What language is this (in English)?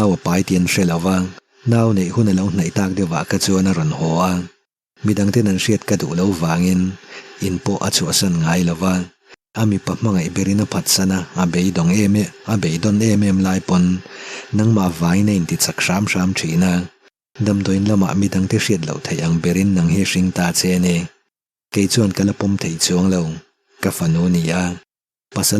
Mizo